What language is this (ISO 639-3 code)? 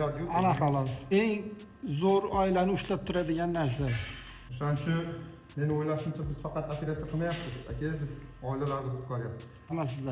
uzb